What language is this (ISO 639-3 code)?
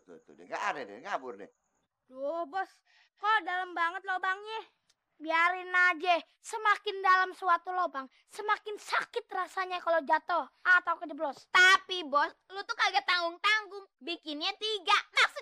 bew